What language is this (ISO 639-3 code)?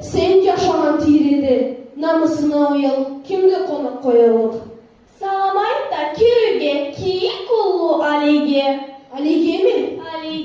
krc